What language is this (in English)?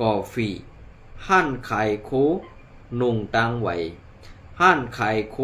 Shan